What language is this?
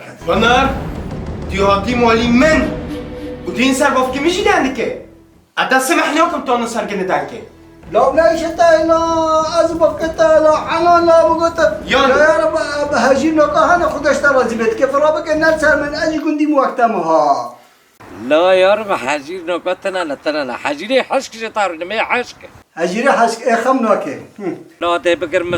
Kurdish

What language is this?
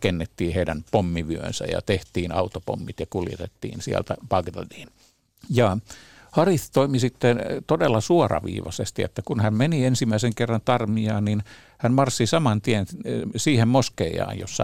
Finnish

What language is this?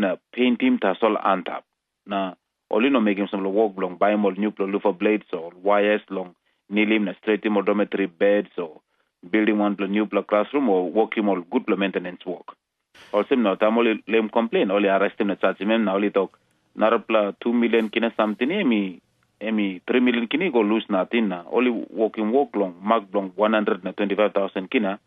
Tok Pisin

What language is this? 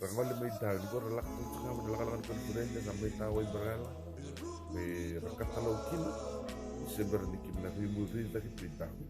Fijian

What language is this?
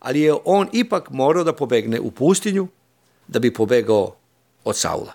Serbian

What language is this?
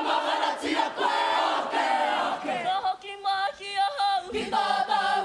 Māori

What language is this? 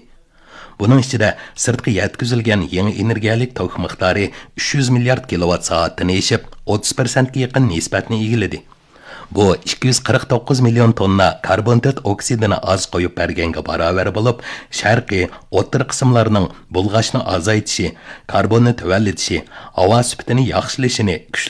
Uyghur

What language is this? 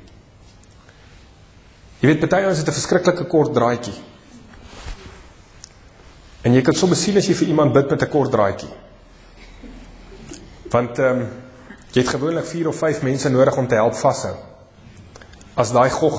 Afrikaans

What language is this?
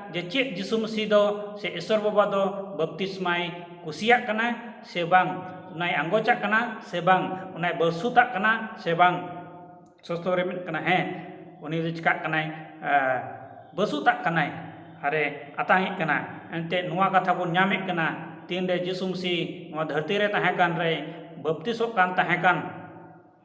Santali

